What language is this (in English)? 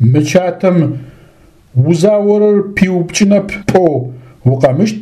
Adyghe